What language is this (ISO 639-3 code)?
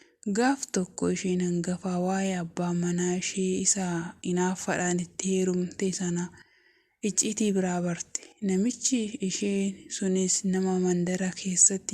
orm